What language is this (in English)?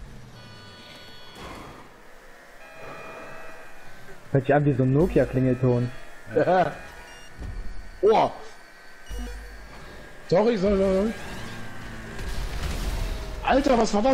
German